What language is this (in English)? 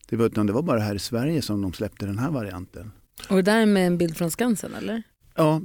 Swedish